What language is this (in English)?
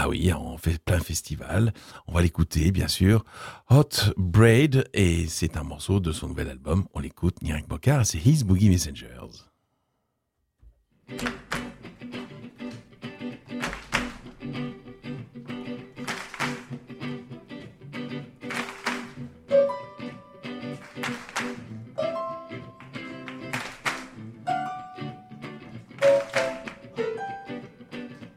French